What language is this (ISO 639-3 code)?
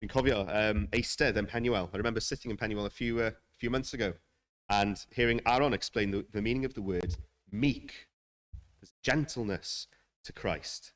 cym